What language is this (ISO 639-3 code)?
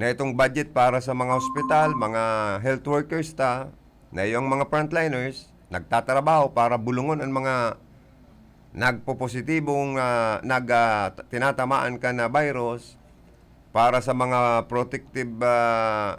bik